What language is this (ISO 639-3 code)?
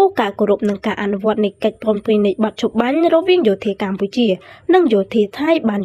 khm